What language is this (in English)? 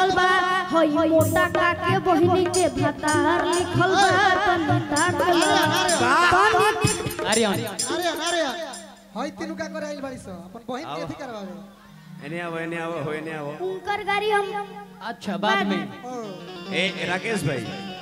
Bhojpuri